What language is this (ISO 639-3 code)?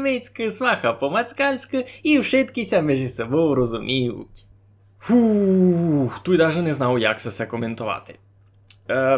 rue